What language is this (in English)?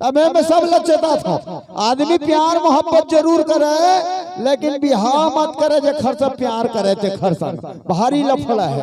Chhattisgarhi